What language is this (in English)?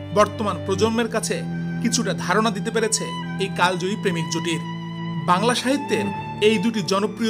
Bangla